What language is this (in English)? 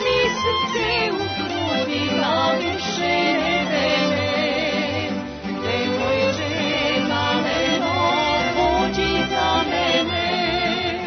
Serbian